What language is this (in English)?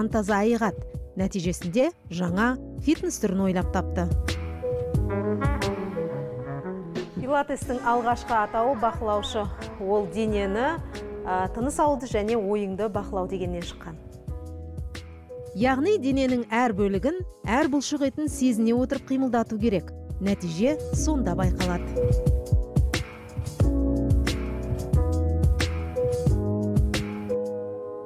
Kazakh